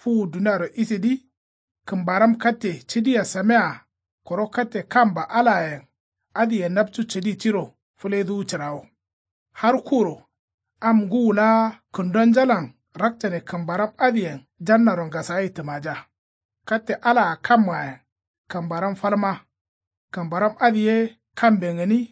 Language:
Kanuri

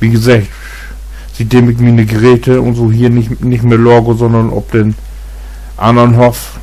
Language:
Low German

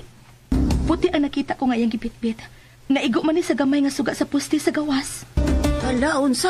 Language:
Cebuano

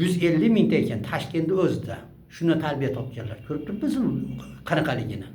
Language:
Uzbek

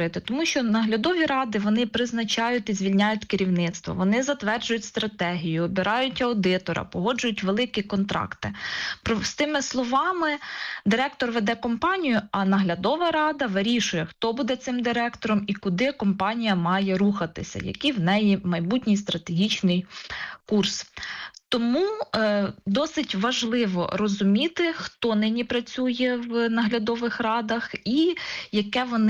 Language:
Ukrainian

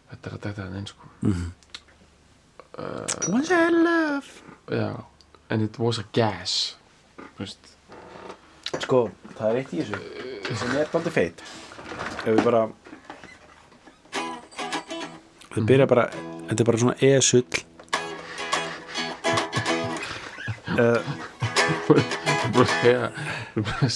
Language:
Icelandic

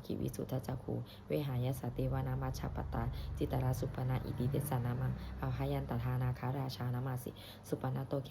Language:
Pali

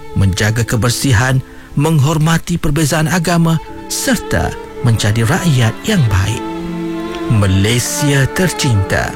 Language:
Malay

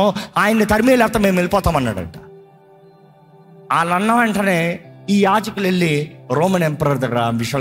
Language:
Telugu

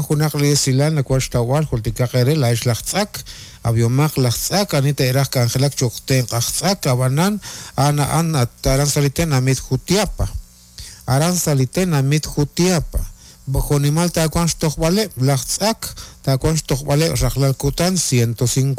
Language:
Kekchí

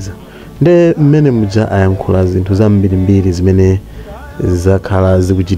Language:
Nyanja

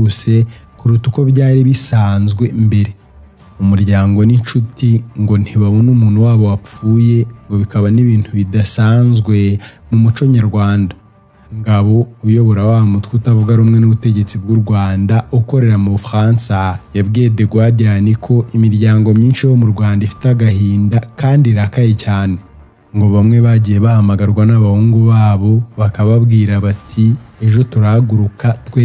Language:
Kinyarwanda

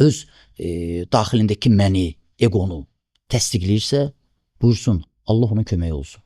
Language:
Azerbaijani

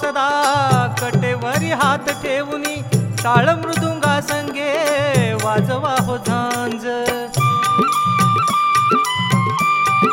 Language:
Marathi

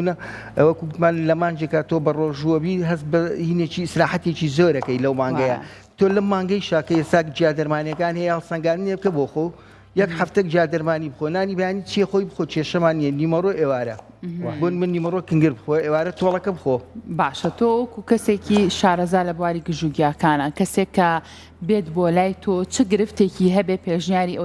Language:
Central Kurdish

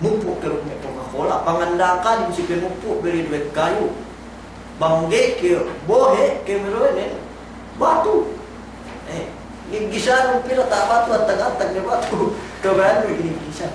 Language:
Yakan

